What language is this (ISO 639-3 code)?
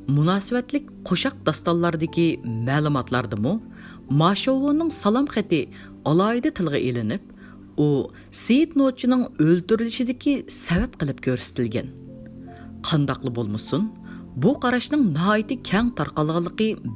uig